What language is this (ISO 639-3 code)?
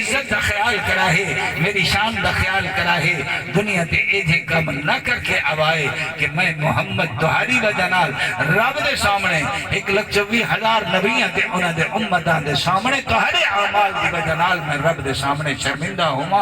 skr